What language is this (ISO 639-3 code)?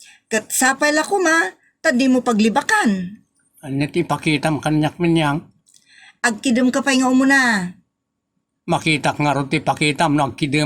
ilo